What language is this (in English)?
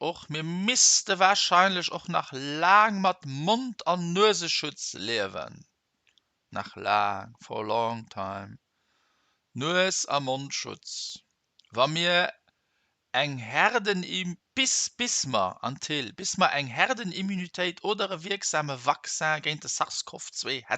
Luxembourgish